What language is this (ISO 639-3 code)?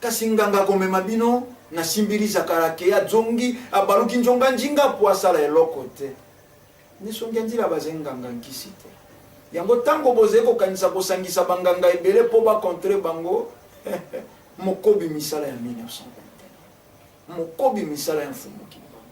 lin